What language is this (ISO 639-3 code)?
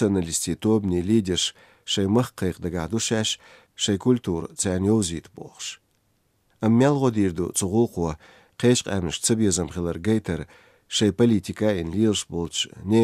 che